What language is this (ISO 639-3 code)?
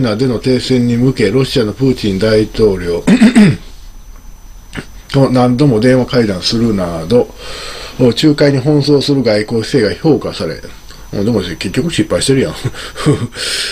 jpn